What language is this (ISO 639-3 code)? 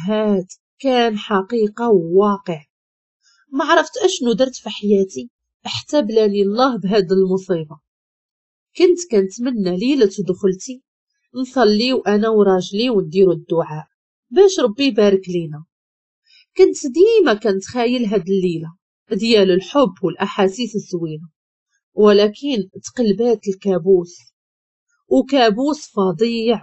ary